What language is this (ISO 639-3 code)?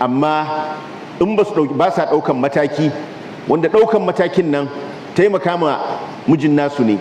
hau